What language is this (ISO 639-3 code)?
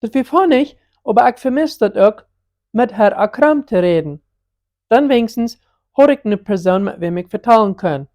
pdt